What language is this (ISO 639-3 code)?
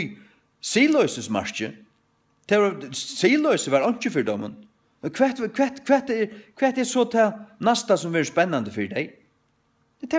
fao